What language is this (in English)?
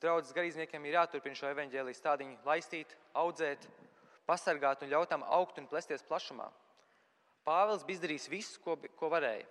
Latvian